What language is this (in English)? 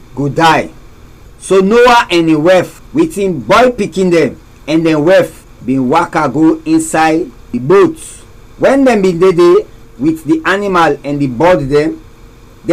Krio